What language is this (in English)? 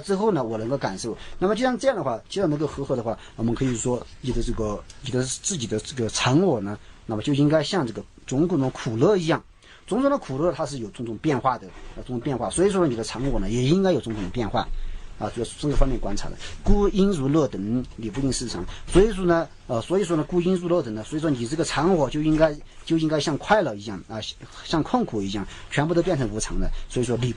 Chinese